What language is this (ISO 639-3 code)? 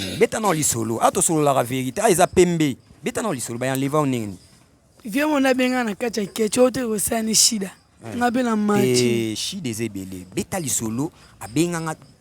lin